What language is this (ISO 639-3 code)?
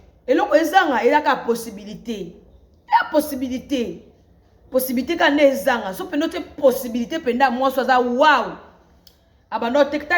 lin